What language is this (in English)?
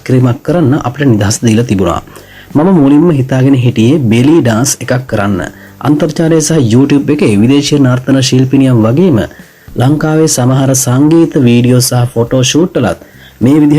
Sinhala